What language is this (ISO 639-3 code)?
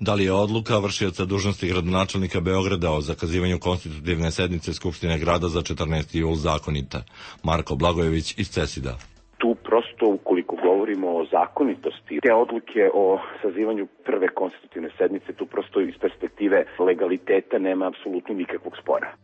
srp